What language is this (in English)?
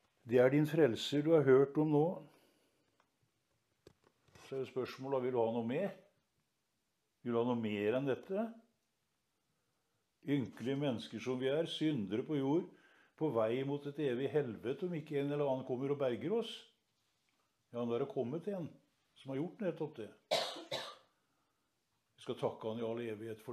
Norwegian